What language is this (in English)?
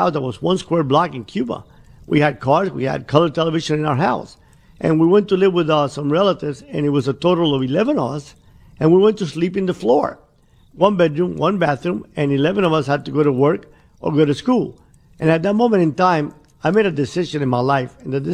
English